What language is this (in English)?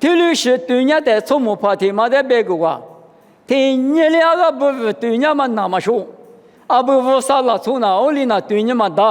Lisu